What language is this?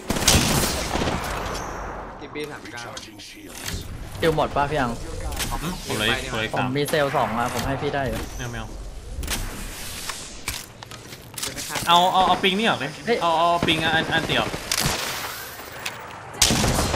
Thai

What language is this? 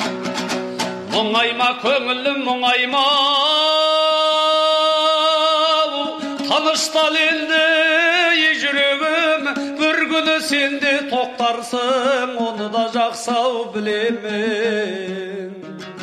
Kazakh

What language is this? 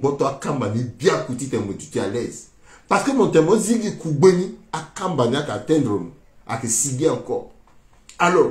Sango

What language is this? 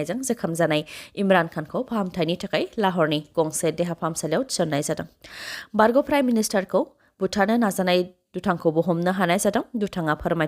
Bodo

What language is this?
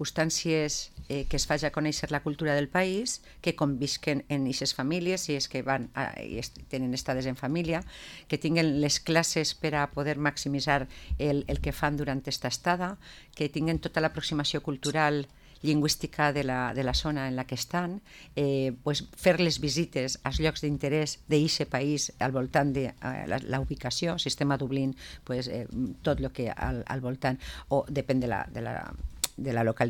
Catalan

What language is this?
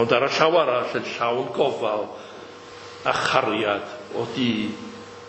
Welsh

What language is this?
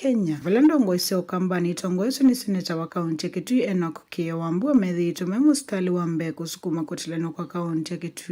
Kamba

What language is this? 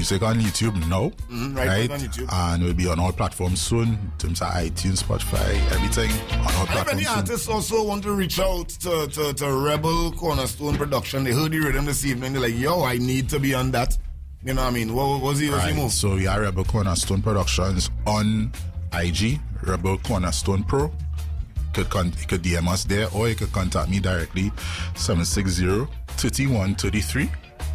English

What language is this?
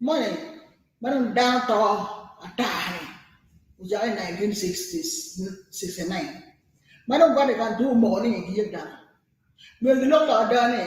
Acoli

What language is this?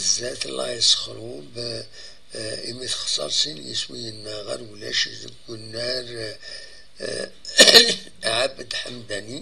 Kabyle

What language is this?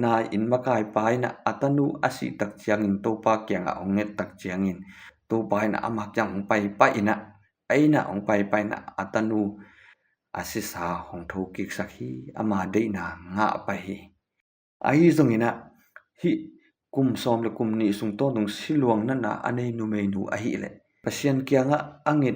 Tedim Chin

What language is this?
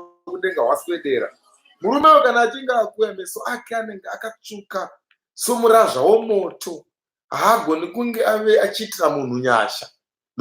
Shona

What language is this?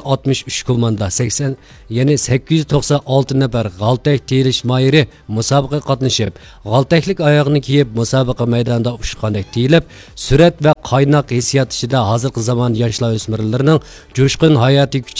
Uyghur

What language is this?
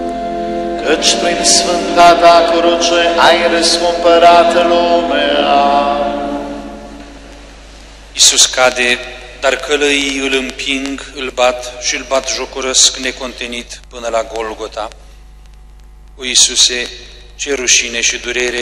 Romanian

